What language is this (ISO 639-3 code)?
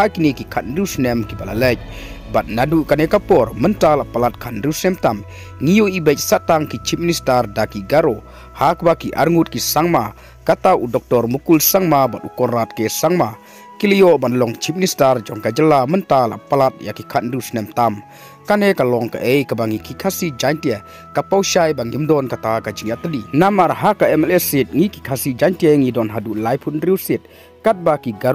kha